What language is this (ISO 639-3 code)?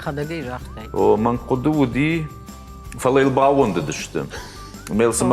oss